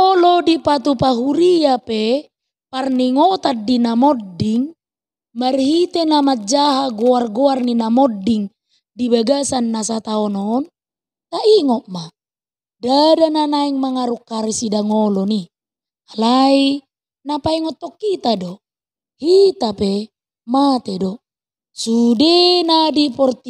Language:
Batak Toba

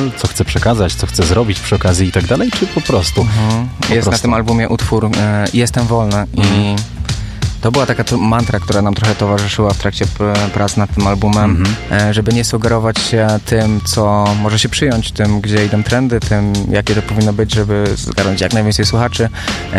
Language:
Polish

